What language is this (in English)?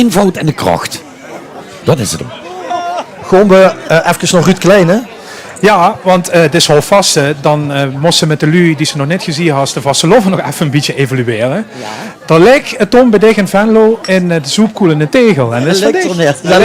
Limburgish